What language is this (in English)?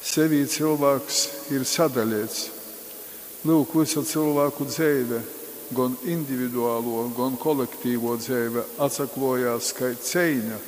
Latgalian